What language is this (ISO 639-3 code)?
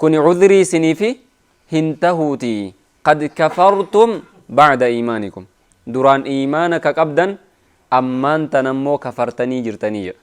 orm